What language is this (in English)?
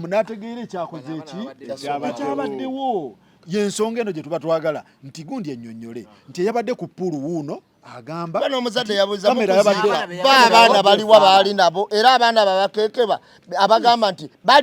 Ganda